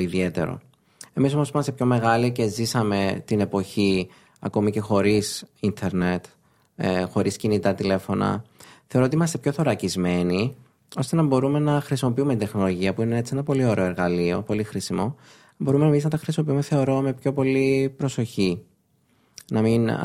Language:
Greek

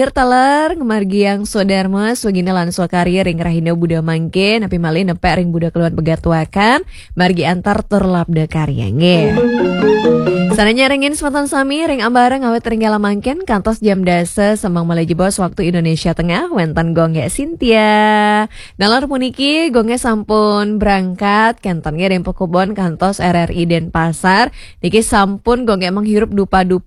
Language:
Balinese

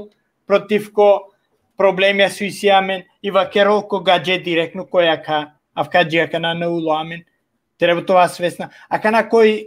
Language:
Balkan Romani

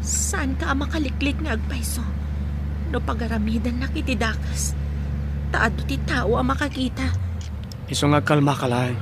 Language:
Iloko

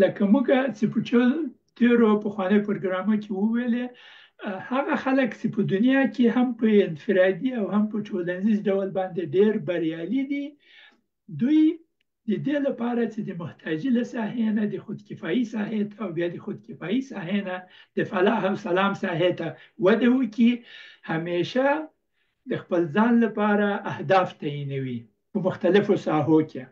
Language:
Pashto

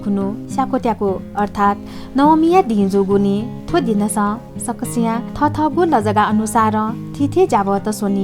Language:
Newari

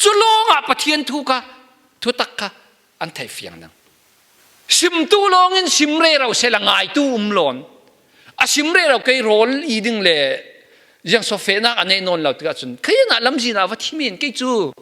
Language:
Falam Chin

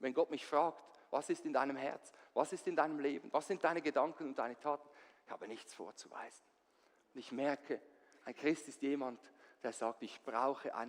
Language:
Swiss German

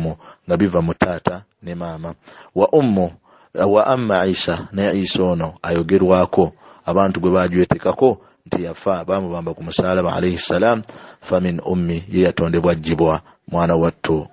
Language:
Ganda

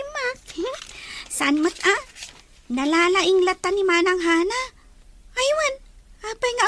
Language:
Iloko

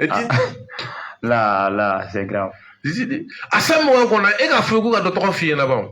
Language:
Bambara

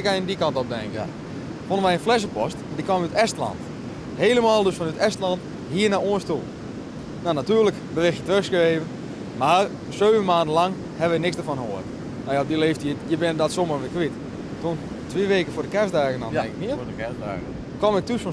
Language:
Western Frisian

